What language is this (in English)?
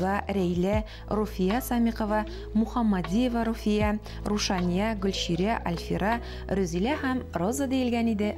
Tatar